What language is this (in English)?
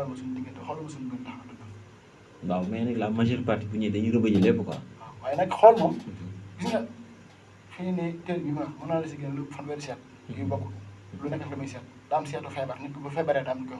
Wolof